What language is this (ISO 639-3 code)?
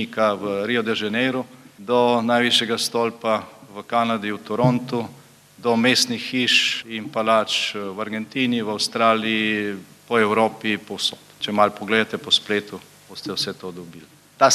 slv